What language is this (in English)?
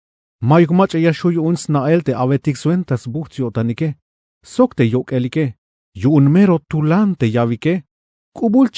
Tzeltal